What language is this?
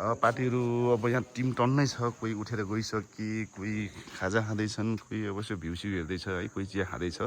Nepali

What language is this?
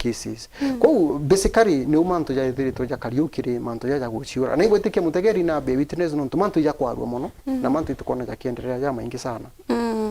Meru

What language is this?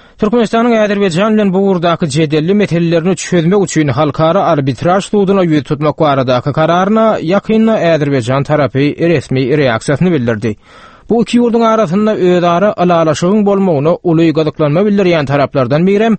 Turkmen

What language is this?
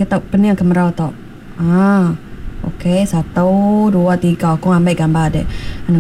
Iban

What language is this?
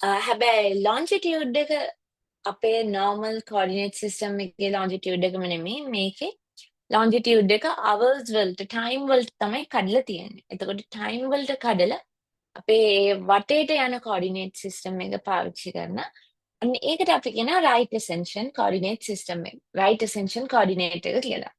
Sinhala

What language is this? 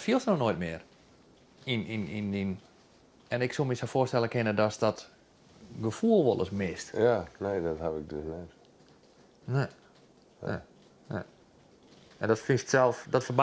Western Frisian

